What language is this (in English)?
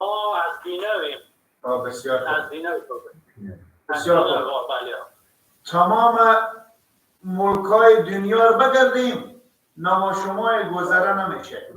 Persian